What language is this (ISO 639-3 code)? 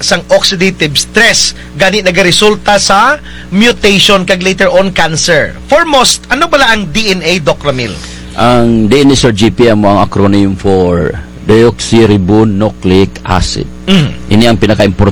hil